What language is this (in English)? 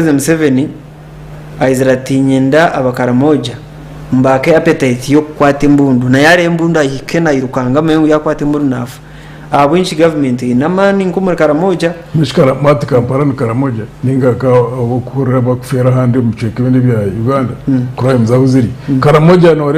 Nyankole